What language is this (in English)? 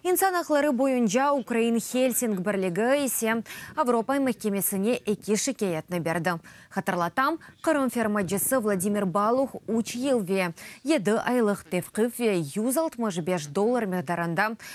Crimean Tatar